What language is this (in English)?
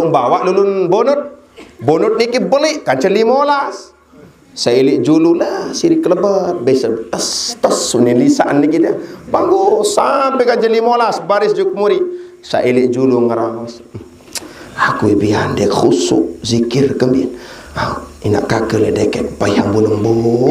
Sasak